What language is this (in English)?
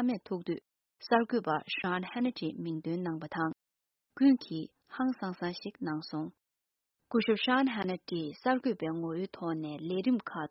Tibetan